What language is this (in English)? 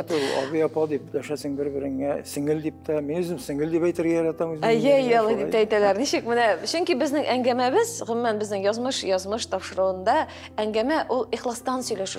Tatar